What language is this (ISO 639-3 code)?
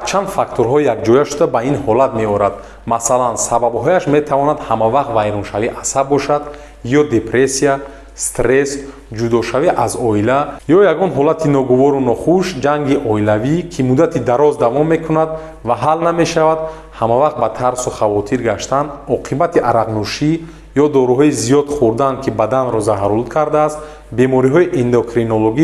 tgk